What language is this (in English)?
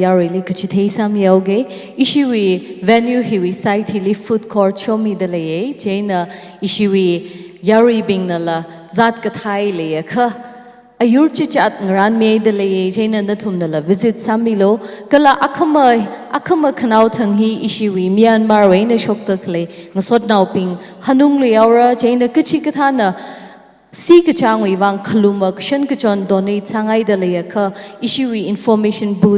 Tangkhul Naga (India)